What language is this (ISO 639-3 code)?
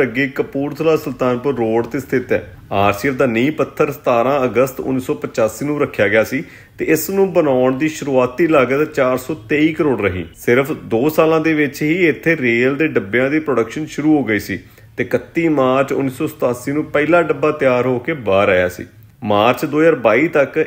pan